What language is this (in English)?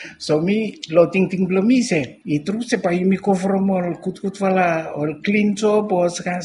Bislama